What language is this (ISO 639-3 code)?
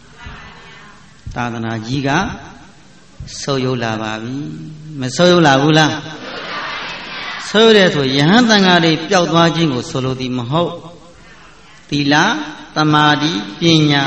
mya